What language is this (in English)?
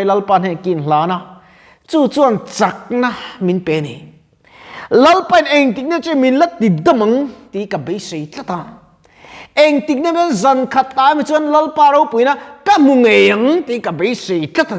Mizo